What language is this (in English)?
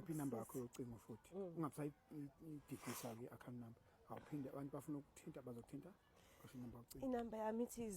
Zulu